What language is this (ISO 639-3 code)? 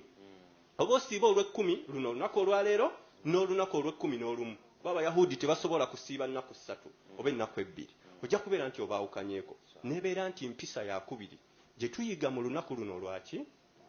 lug